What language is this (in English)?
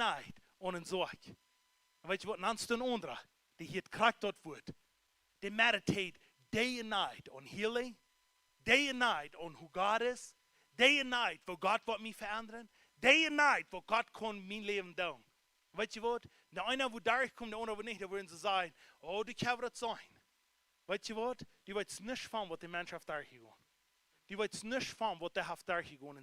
Plautdietsch